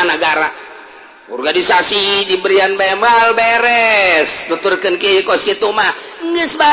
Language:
Sundanese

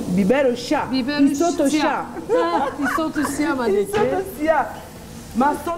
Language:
Zaza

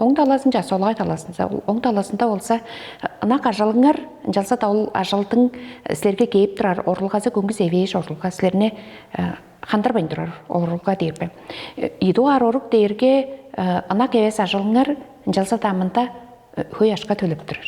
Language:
Tuvinian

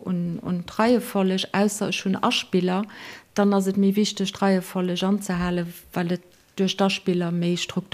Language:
Luxembourgish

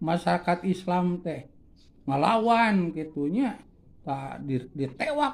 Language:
Sundanese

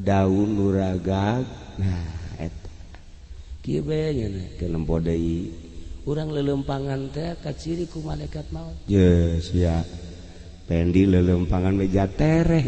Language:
Sundanese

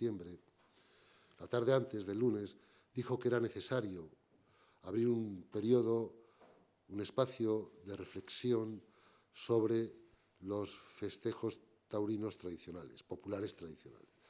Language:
Spanish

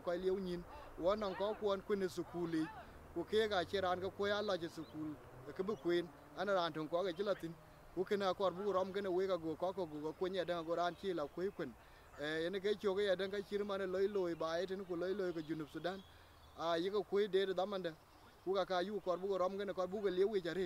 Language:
Dinka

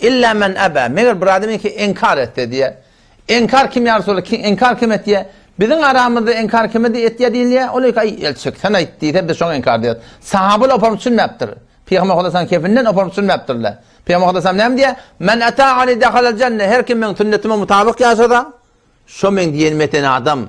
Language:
Turkmen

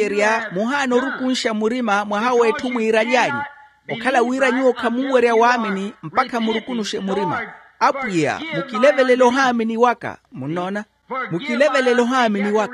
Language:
Makhuwa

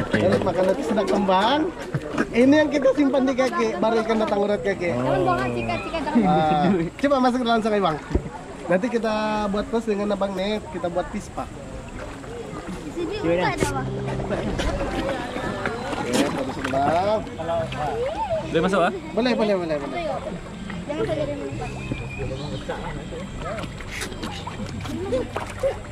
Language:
Malay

